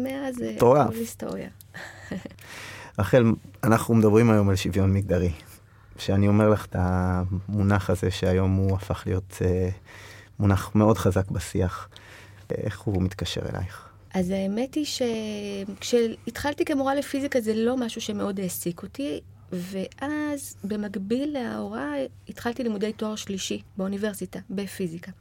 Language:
Hebrew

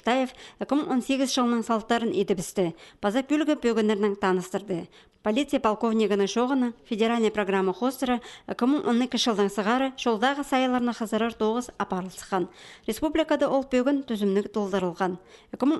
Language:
Khakas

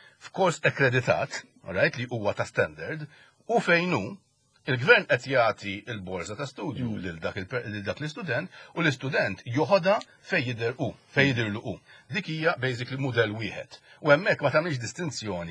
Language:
Maltese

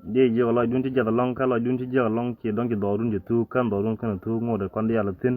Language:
Nuer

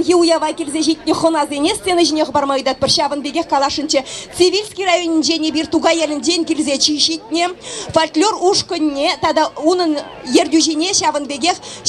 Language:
Chuvash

